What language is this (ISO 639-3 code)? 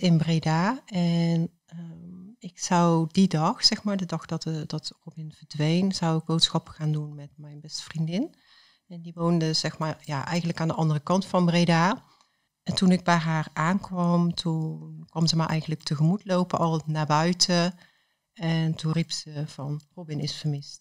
nld